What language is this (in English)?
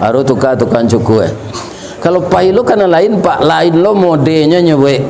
Minangkabau